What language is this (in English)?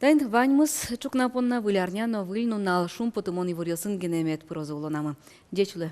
Udmurt